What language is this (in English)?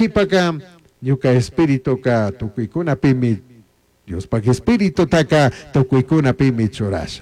Chimborazo Highland Quichua